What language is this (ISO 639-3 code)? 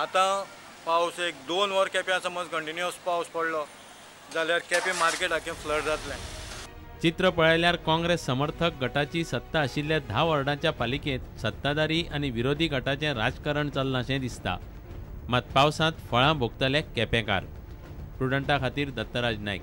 kok